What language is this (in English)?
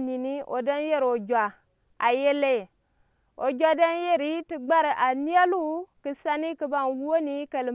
Gourmanchéma